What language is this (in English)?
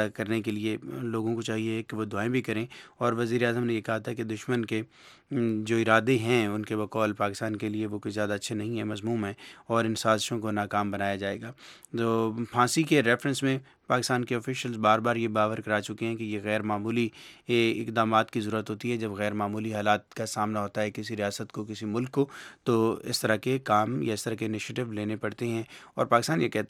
Urdu